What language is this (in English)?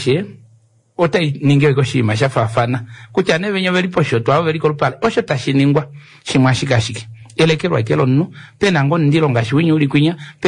Kuanyama